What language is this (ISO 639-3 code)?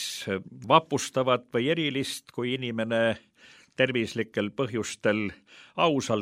est